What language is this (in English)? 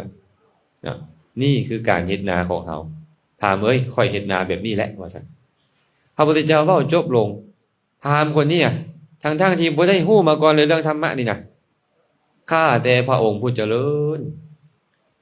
Lao